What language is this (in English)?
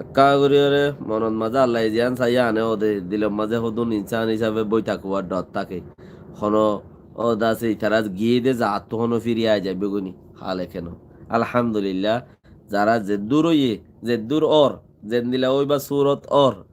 Rohingya